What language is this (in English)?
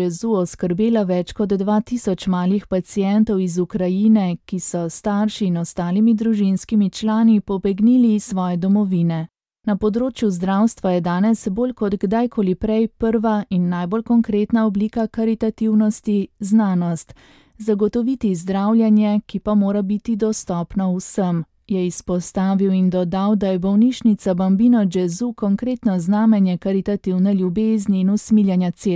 Slovenian